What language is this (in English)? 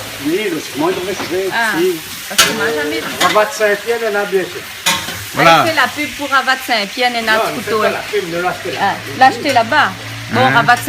Réunion Creole French